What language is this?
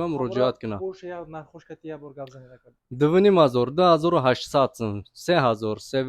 Tajik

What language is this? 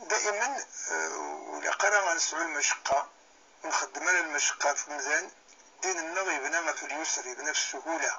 Kabyle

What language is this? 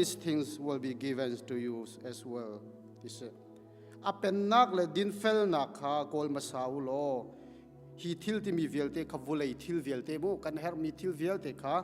Hakha Chin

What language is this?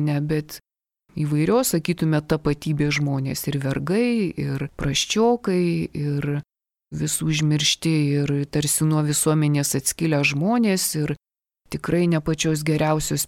Lithuanian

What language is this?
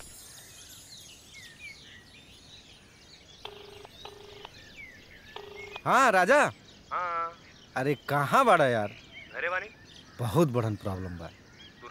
Bhojpuri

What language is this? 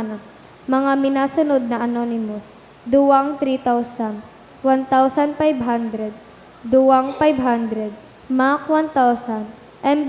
Bikol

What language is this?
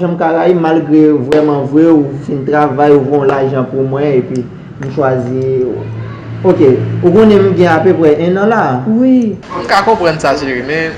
Haitian Creole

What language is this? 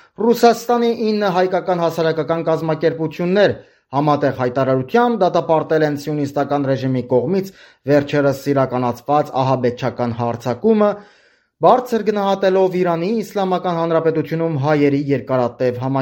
Armenian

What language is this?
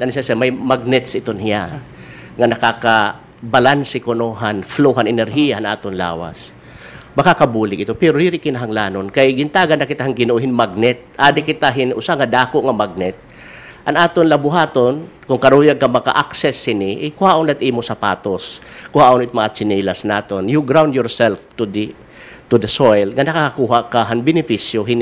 Waray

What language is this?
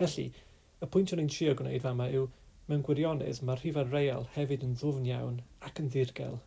Welsh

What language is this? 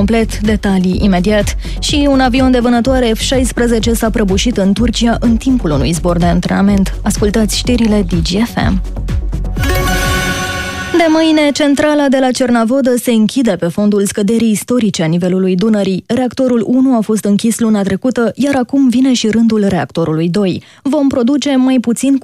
Romanian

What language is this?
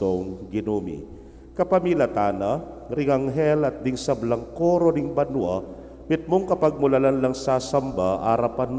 Pampanga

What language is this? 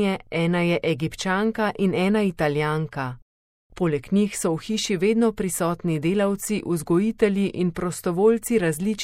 Slovenian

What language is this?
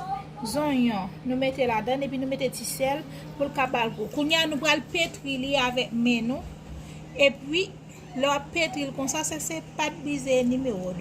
Haitian Creole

